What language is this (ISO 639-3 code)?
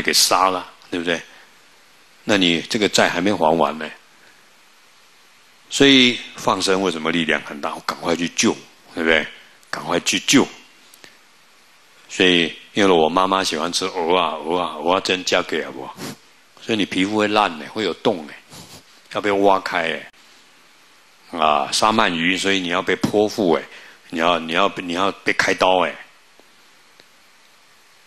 zho